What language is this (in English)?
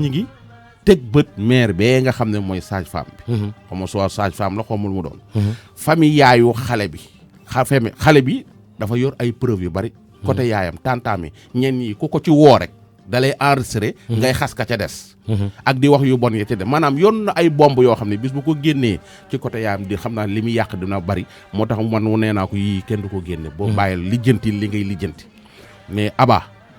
Wolof